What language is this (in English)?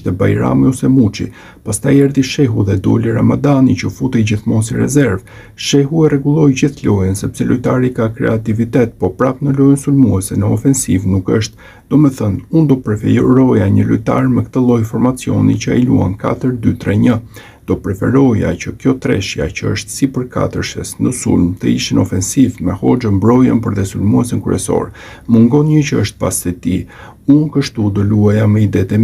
Albanian